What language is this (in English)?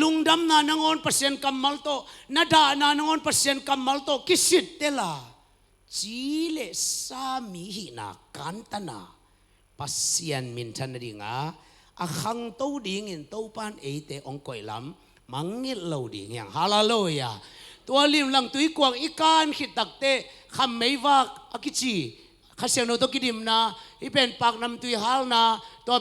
Tedim Chin